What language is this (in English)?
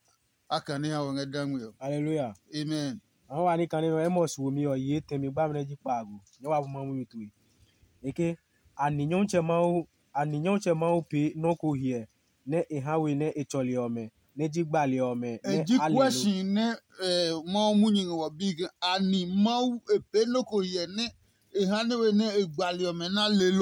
Adangme